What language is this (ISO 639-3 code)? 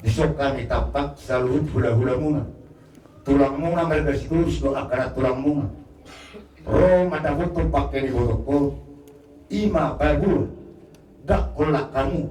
bbc